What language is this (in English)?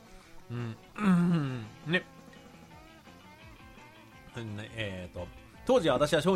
Japanese